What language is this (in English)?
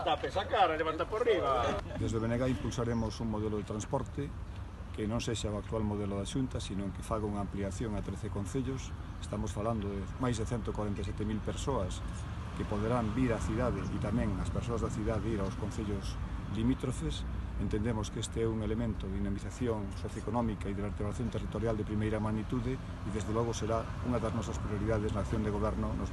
Galician